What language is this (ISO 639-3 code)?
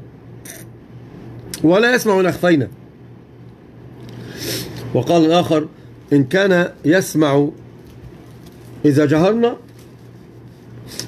ara